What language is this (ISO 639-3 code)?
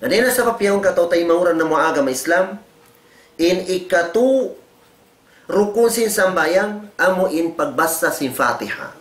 tsg